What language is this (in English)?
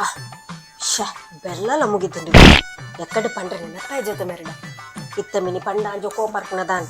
Tulu